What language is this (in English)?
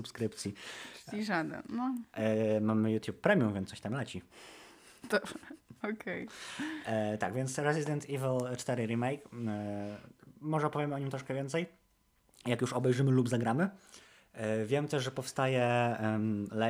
Polish